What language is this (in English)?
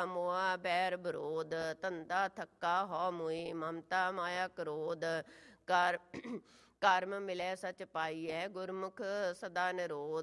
Punjabi